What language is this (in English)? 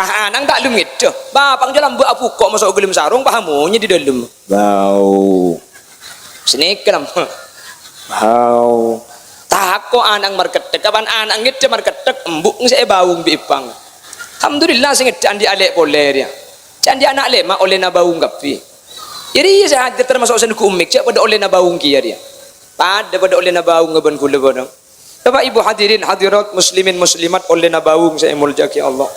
Madurese